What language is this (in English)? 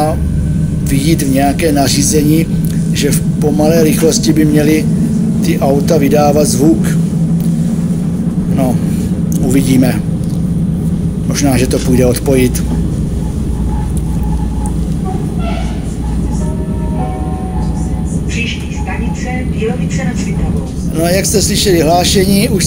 Czech